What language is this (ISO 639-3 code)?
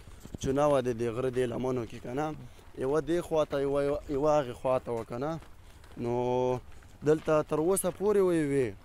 pus